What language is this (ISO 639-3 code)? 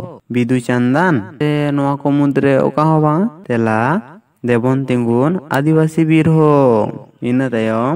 sat